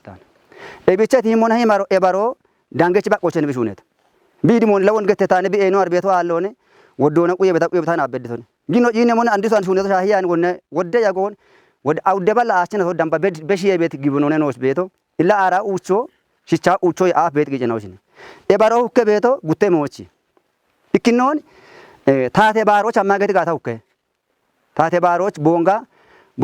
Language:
Kafa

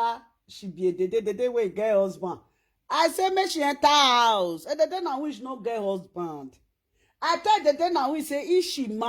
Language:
Nigerian Pidgin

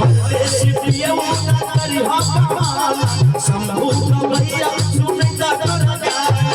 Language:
Maithili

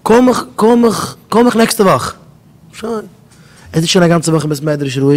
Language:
Yiddish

